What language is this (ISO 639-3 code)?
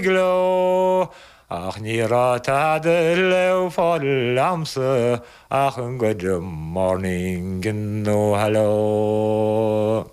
gle